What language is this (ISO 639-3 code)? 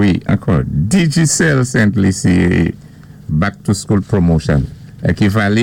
acf